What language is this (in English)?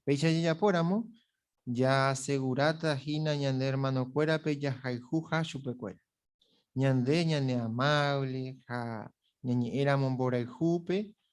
Guarani